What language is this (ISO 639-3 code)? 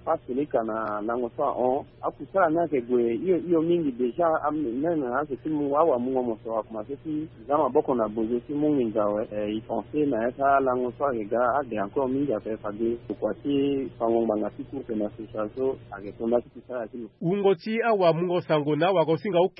sag